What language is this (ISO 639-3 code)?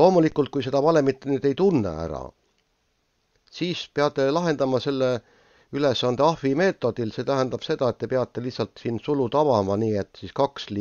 est